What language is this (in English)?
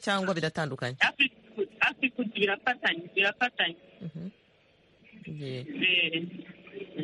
Kinyarwanda